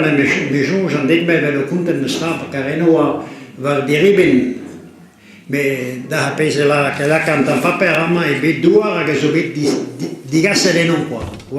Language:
Breton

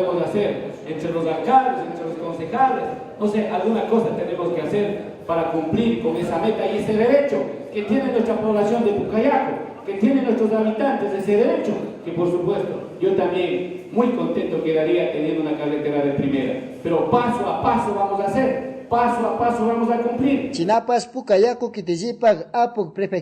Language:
Chimborazo Highland Quichua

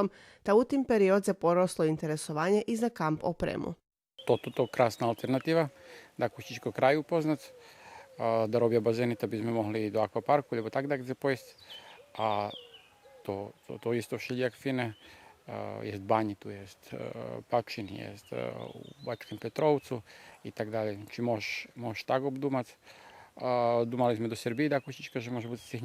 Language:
Rusyn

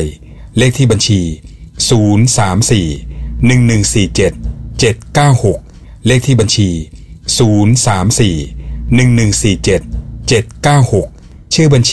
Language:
Thai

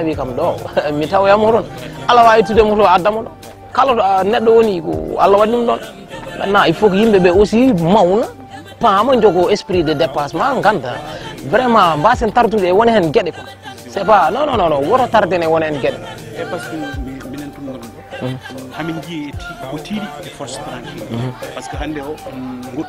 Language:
Fula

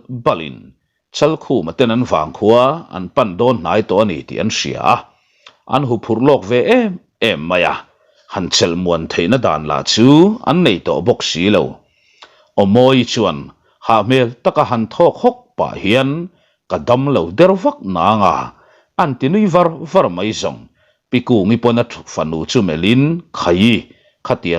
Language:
Mizo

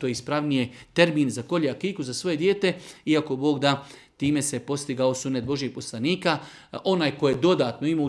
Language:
Serbian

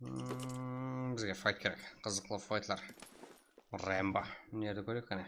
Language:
Kara-Kalpak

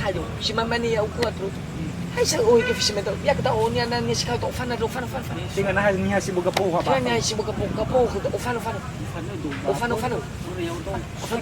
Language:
Nias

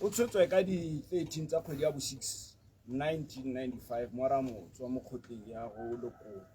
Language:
Tswana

